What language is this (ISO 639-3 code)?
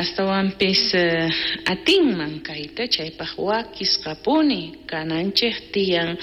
quh